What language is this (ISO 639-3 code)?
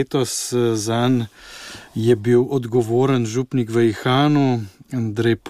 slv